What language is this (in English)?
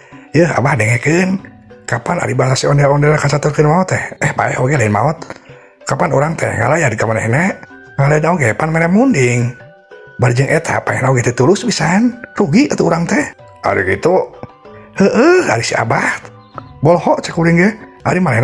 Sundanese